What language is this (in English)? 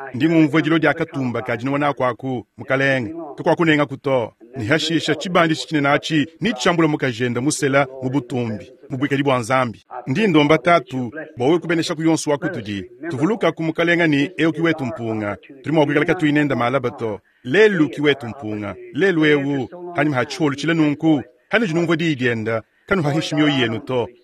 Luba-Lulua